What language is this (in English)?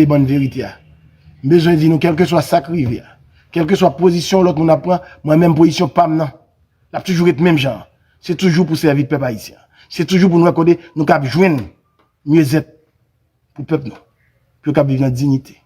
Haitian Creole